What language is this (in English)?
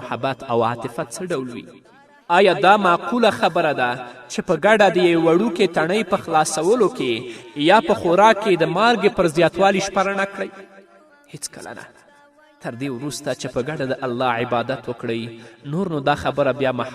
Pashto